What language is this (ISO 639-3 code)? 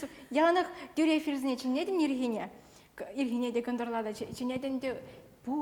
chv